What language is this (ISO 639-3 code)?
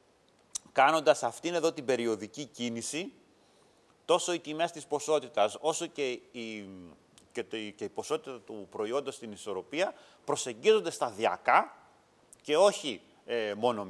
ell